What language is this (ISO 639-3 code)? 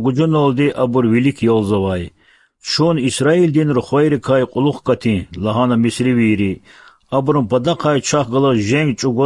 lez